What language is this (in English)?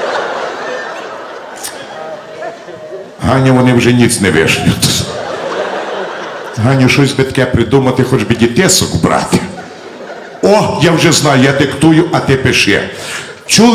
Ukrainian